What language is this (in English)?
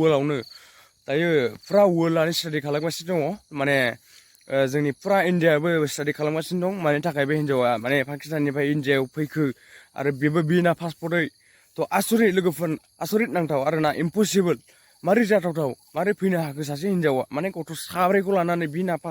Bodo